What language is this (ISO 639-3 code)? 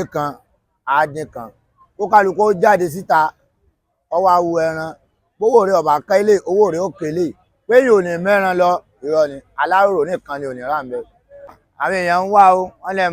yor